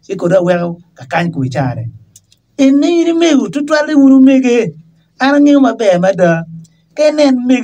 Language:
Acoli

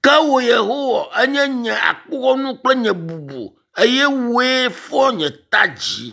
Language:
Ewe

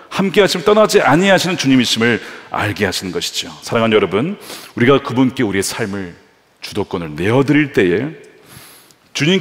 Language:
Korean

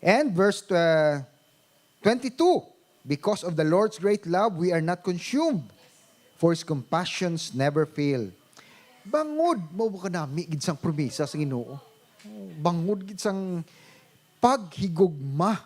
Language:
Hiligaynon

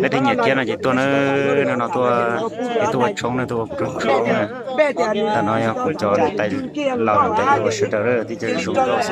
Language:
Hmong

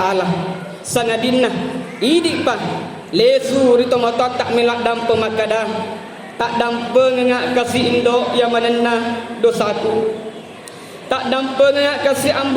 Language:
Buginese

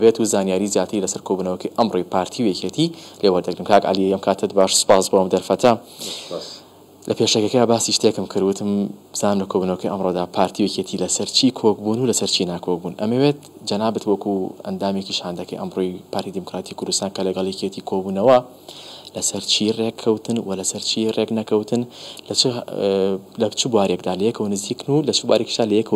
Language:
Central Kurdish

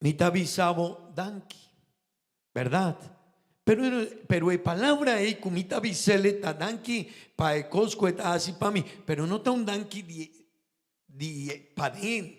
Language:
Papiamento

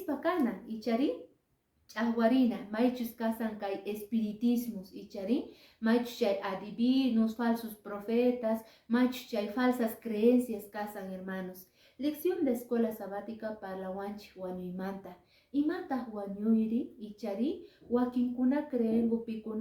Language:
Quechua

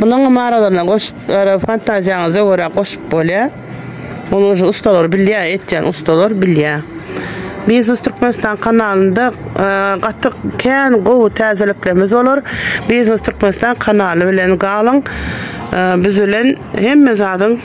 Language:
Turkmen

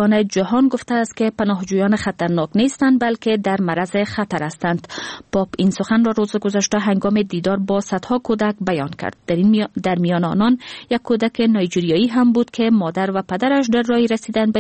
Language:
Persian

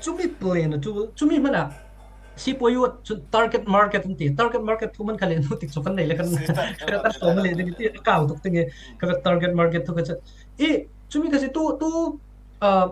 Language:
Falam Chin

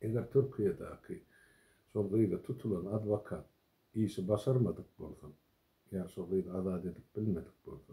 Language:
Turkmen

